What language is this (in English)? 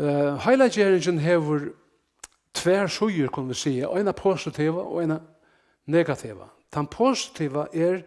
Faroese